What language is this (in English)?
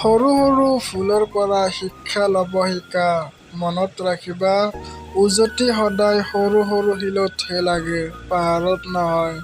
Assamese